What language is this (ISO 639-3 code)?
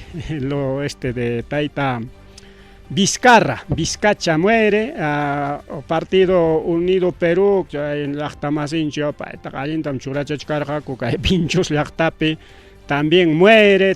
quy